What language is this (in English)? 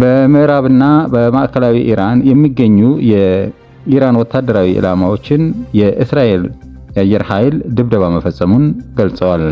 Amharic